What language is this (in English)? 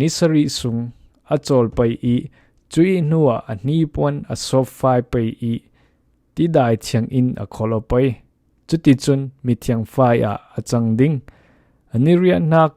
Falam Chin